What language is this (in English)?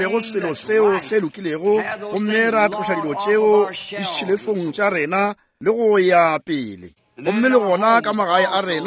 Northern Sotho